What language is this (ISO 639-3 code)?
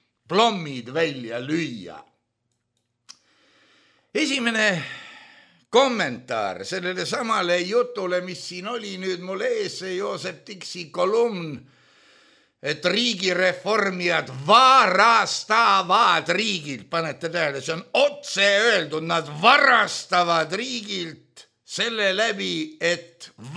est